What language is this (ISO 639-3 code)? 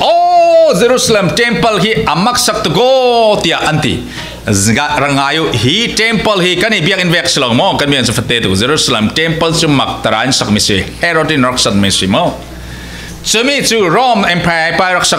cfm